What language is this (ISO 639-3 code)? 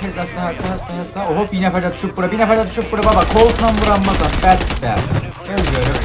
azb